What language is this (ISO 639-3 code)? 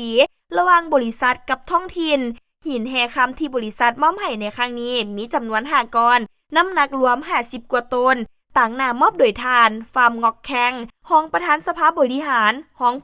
lao